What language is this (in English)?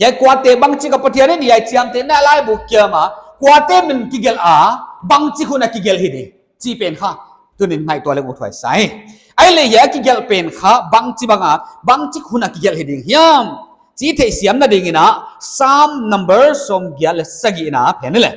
Paite Chin